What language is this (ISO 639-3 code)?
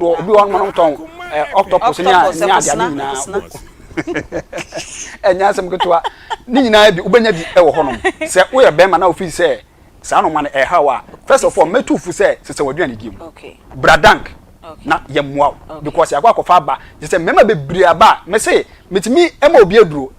aka